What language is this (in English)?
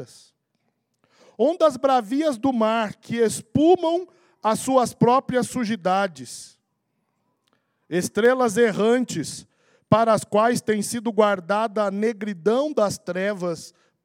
Portuguese